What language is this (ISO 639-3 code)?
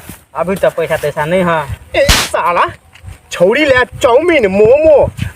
mai